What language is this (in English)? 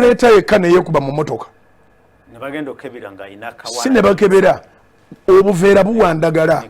Ganda